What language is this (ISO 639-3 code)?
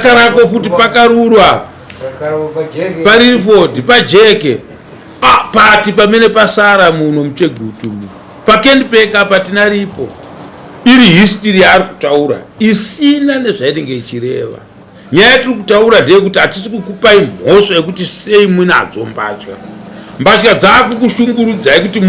sna